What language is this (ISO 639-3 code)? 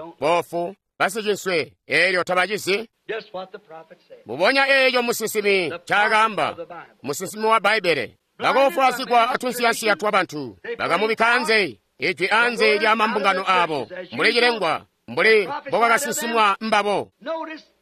toi